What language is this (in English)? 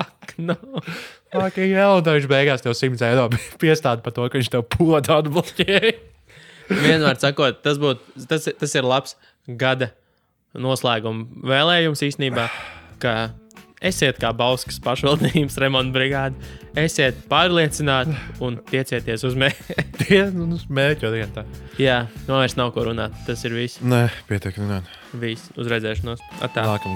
Latvian